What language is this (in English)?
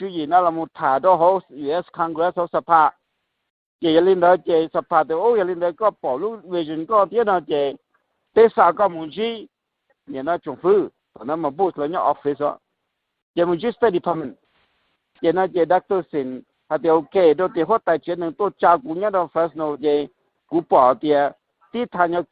Hmong